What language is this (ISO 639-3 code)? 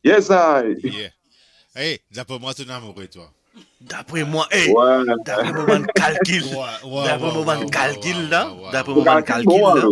mfe